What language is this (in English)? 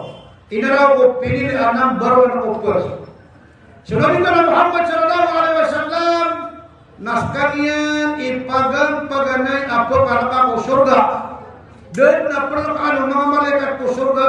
Maranao